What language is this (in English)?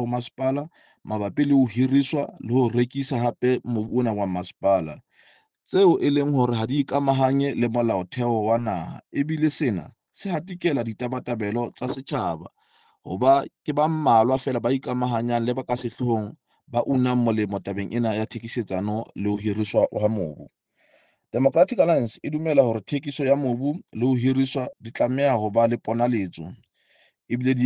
Southern Sotho